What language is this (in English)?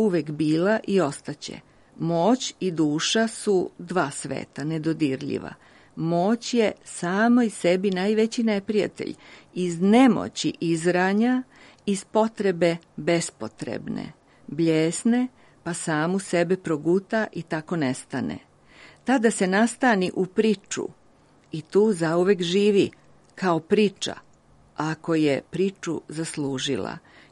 Serbian